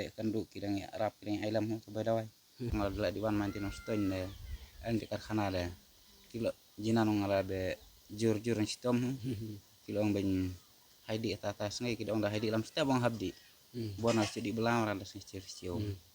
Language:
Khasi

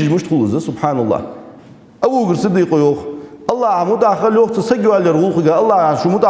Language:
Ingush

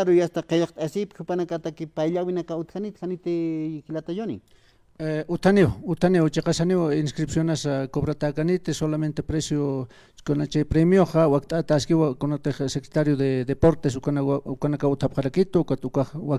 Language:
Aymara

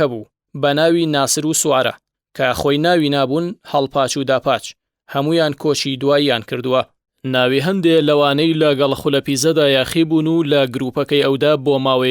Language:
Central Kurdish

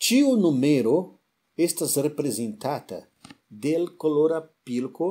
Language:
Esperanto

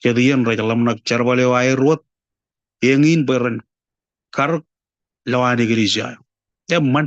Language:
Marshallese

